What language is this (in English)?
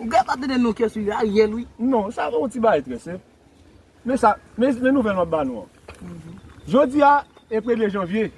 Haitian Creole